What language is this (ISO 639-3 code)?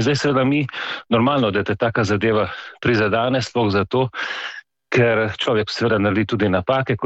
slv